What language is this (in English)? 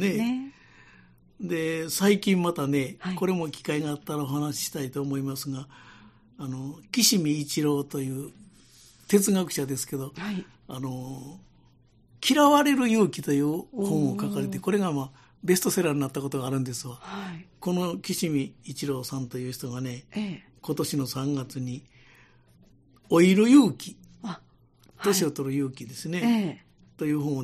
Japanese